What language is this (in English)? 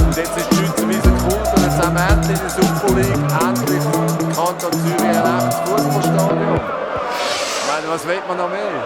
Swiss German